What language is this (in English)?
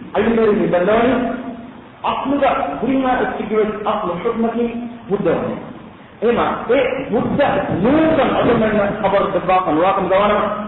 Divehi